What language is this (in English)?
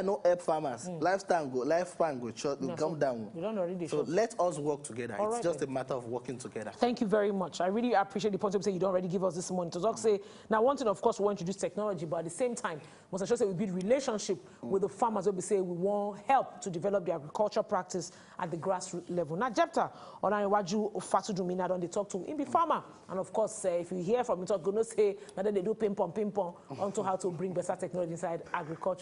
Nigerian Pidgin